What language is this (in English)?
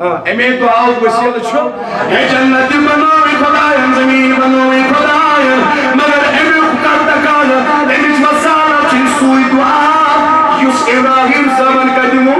Kashmiri